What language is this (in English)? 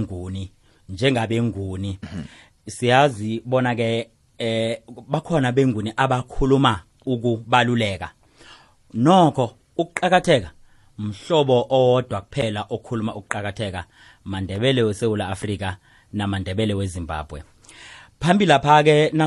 South Ndebele